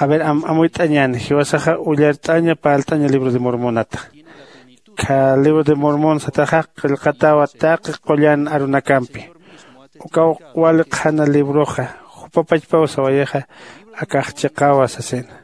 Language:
Aymara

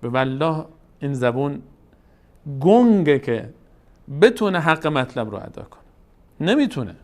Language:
Persian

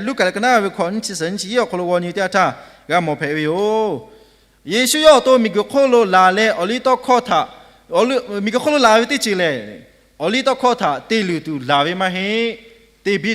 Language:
Lahu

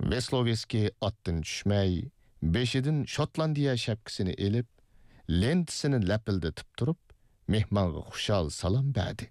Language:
Uyghur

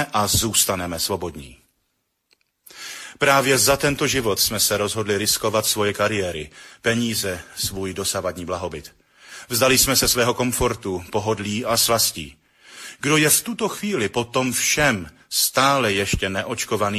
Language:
Czech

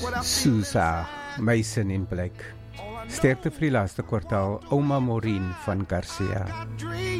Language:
Afrikaans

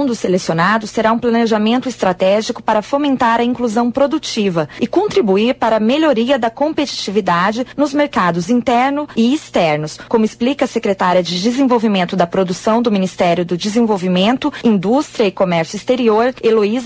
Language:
Portuguese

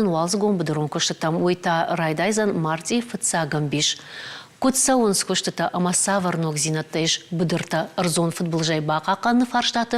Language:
Ossetic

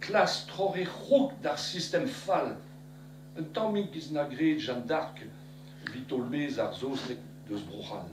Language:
Breton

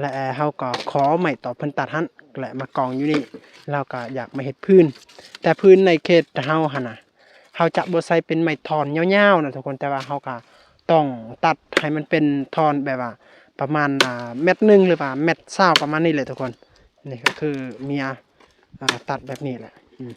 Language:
Lao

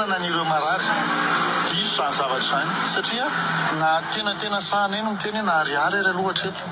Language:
Malagasy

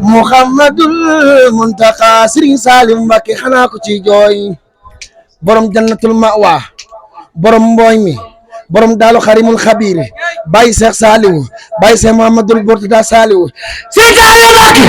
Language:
Wolof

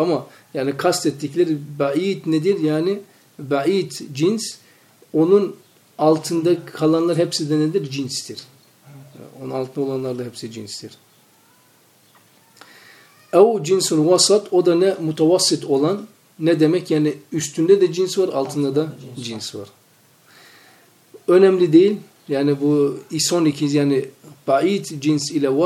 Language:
Turkish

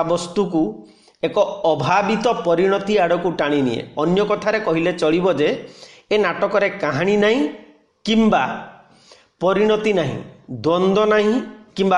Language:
Odia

